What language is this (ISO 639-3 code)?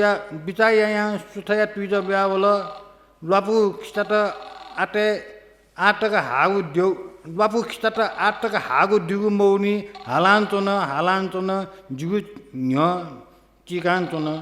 new